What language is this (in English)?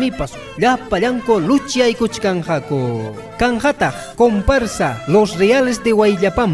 Ayacucho Quechua